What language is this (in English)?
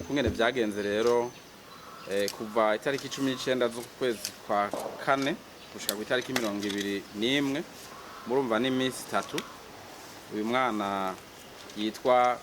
Rundi